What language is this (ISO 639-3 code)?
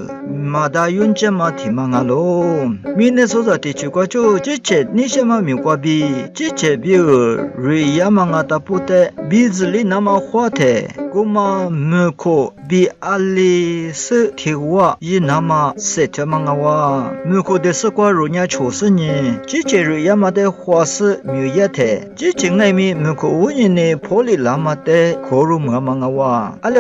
lis